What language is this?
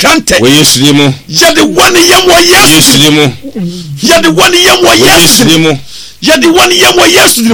Akan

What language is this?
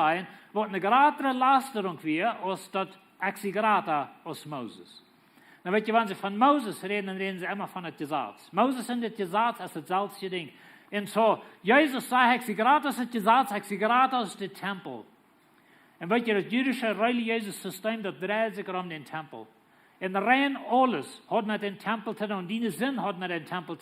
Plautdietsch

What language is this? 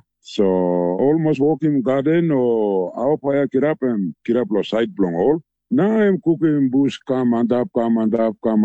Tok Pisin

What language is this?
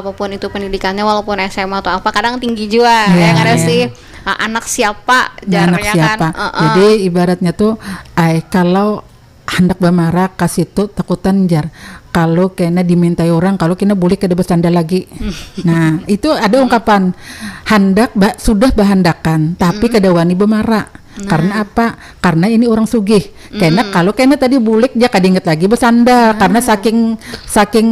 Banjar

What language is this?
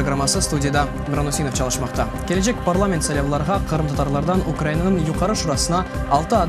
Crimean Tatar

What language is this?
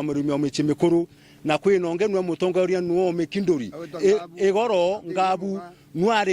Meru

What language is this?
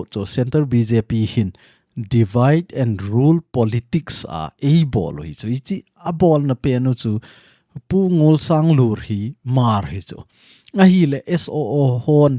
Thado Chin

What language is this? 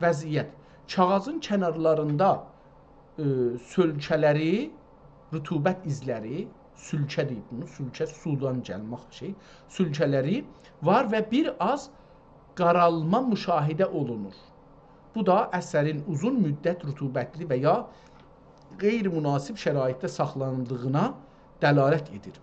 South Azerbaijani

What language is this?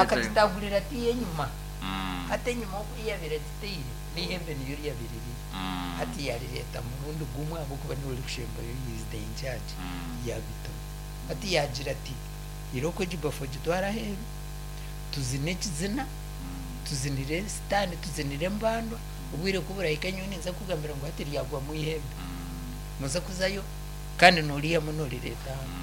Nyankole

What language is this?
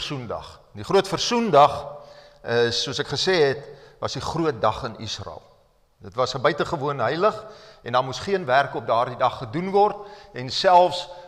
Afrikaans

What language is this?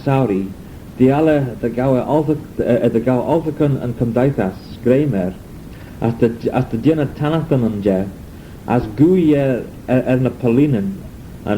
Manx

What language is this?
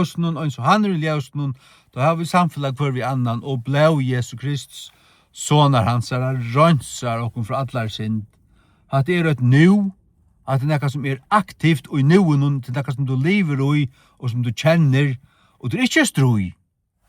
Faroese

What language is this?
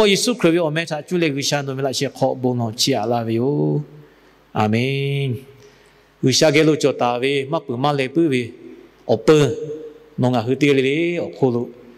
Lahu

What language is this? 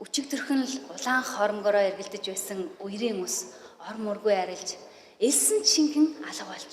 Mongolian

